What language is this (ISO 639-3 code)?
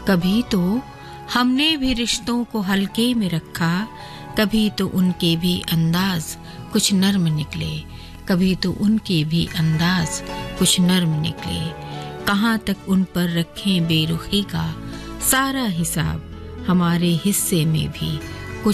hin